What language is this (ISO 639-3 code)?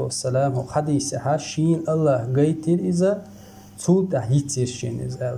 che